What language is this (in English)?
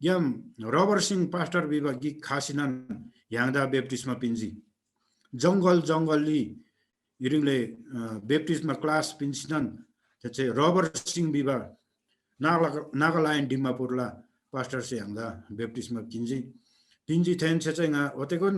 Eastern Tamang